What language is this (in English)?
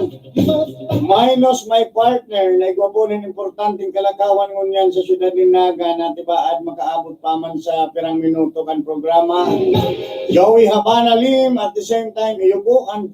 Bikol